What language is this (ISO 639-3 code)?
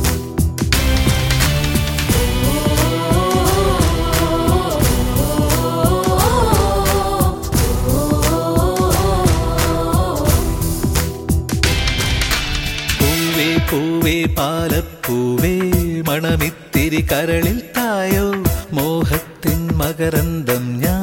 mal